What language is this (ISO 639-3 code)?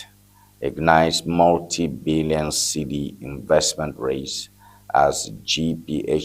ewe